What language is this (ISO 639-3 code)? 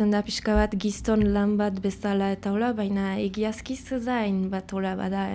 eus